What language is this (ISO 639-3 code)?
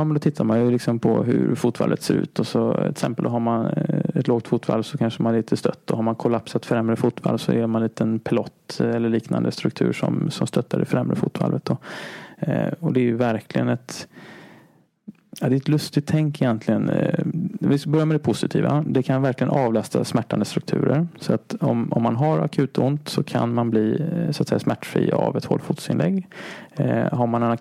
swe